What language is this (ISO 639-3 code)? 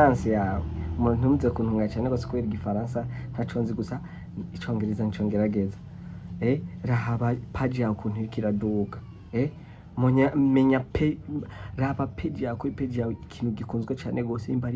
run